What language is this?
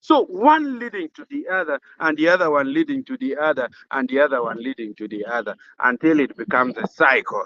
Acoli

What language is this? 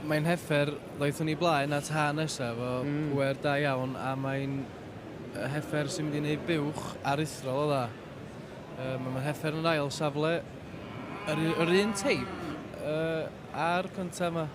Welsh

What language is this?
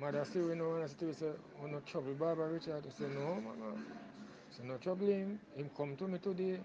Jamaican Creole English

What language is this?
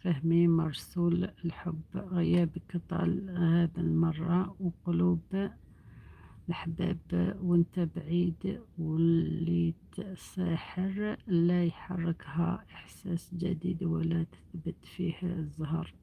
Algerian Arabic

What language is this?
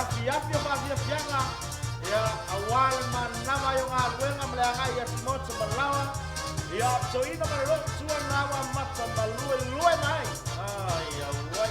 Samoan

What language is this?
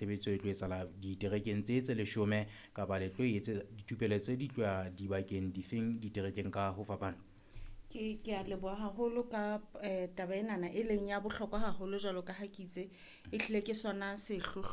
Southern Sotho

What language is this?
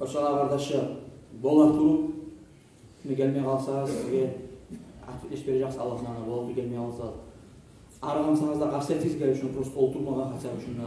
Kumyk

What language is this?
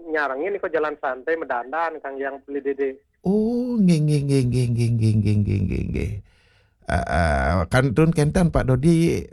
Balinese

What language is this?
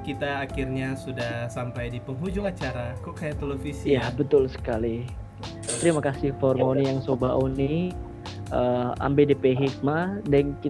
Manado Malay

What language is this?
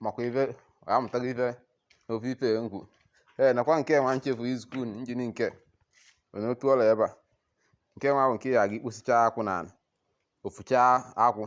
Igbo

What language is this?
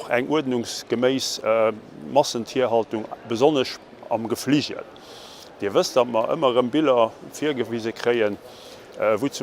Luxembourgish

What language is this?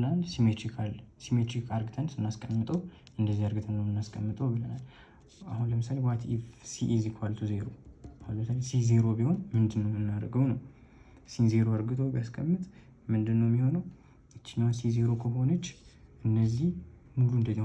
Amharic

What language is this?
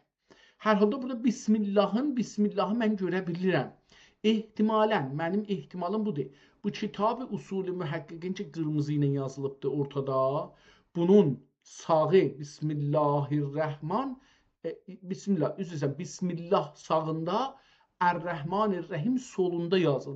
South Azerbaijani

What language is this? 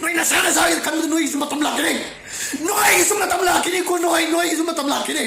Manipuri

